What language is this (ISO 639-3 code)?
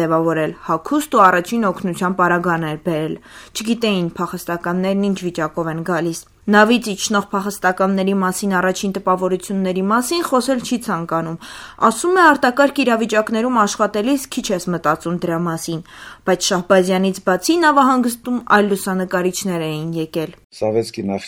hye